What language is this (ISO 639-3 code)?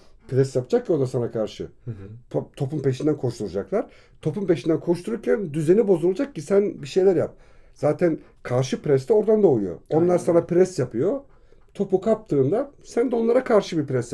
tur